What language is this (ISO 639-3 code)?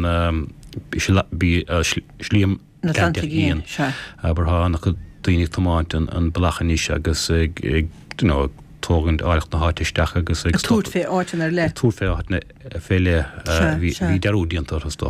gle